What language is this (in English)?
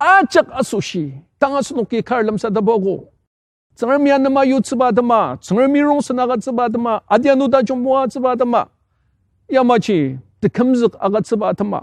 Ao Naga